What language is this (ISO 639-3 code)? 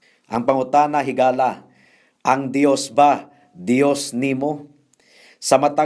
ceb